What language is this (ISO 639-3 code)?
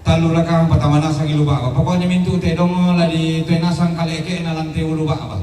sda